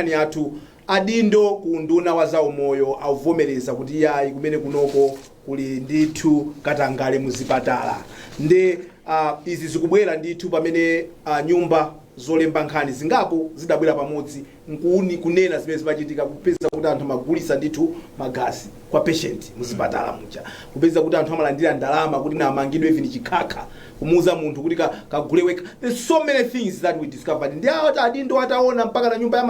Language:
Nyanja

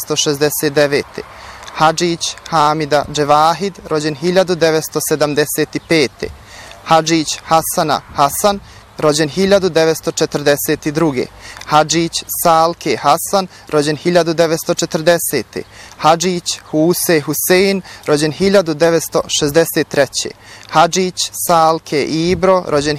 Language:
Bosnian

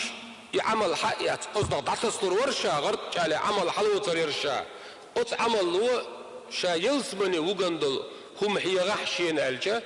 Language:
Chechen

